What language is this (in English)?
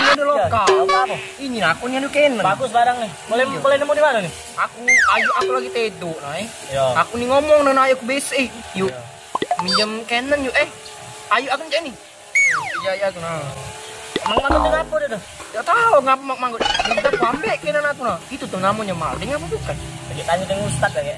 Musi